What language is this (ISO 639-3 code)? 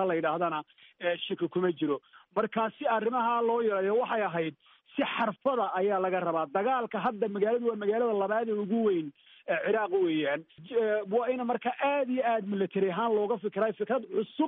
som